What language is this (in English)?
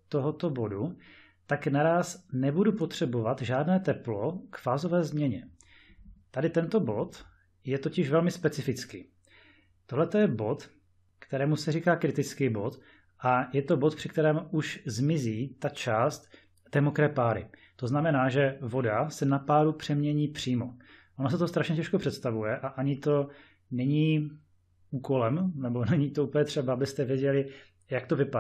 Czech